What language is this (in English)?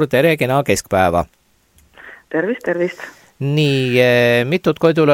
Estonian